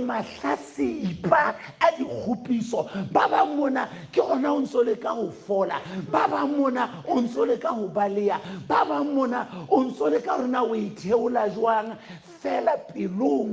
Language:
Southern Sotho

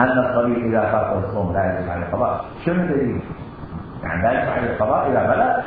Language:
Mesopotamian Arabic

